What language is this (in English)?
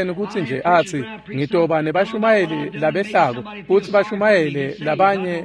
Swati